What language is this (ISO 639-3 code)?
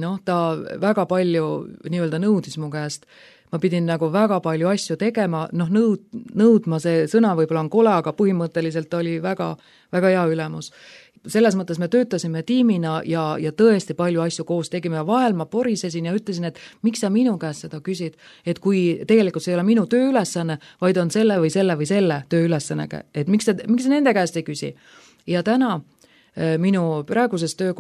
est